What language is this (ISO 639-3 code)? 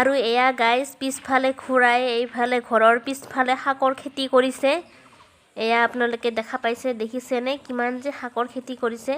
asm